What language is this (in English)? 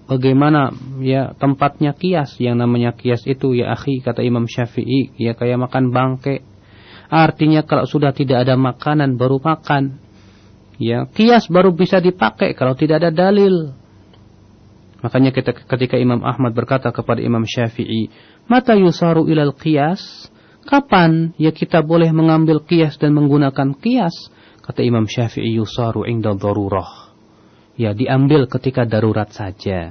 Indonesian